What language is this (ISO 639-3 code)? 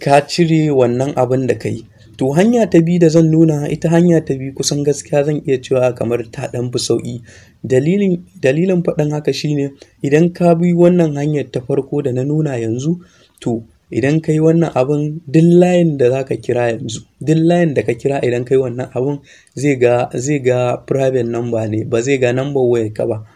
hau